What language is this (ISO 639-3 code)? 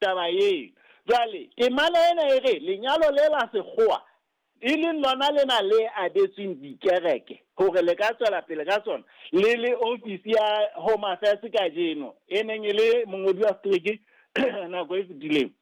sot